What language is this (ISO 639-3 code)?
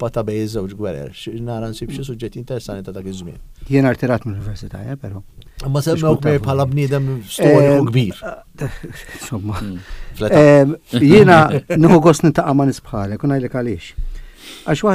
mlt